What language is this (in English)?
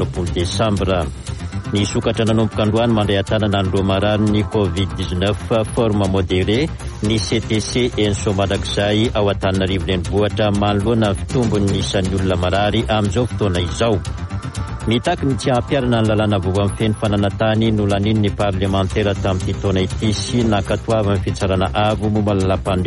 Malagasy